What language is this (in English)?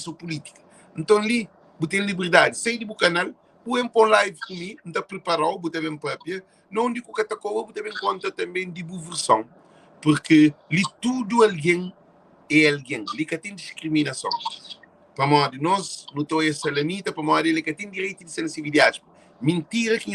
Kabuverdianu